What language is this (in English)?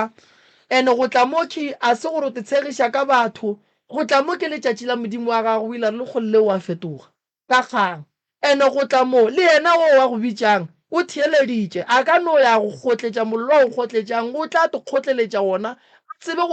Northern Sotho